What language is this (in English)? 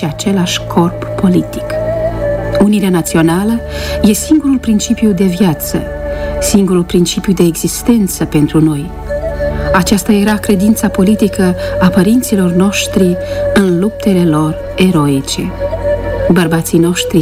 Romanian